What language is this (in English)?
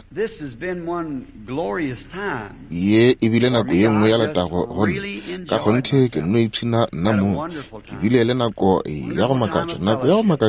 Northern Sotho